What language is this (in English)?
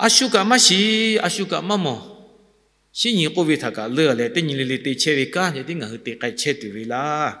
Lahu